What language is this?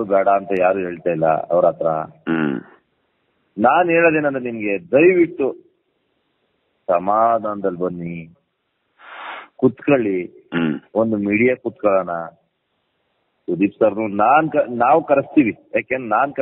Kannada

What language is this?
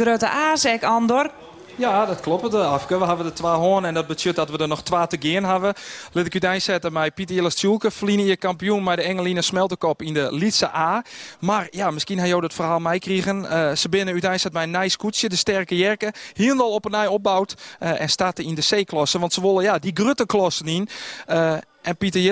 Western Frisian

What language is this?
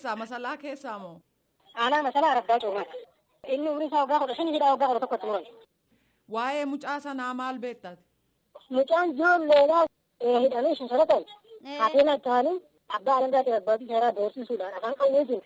Oromo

